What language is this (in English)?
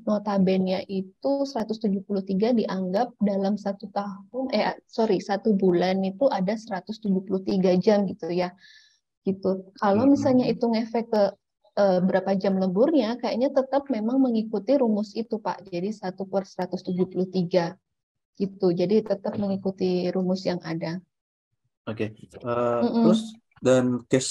Indonesian